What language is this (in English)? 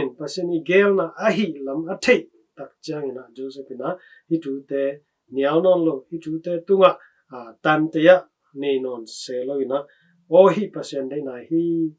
Tedim Chin